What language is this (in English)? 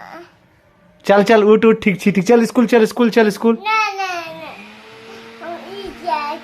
Maithili